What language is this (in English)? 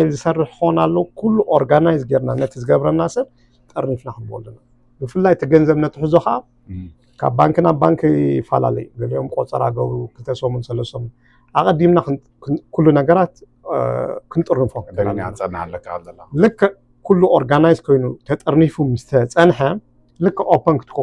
Tigrinya